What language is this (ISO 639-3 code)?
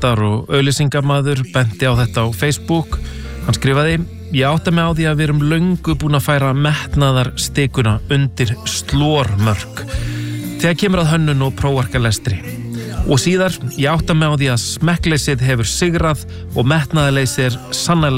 isl